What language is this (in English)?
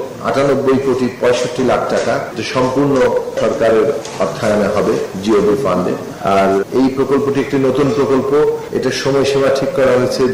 Bangla